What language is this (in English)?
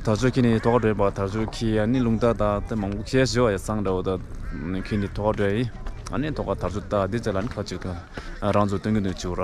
Tibetan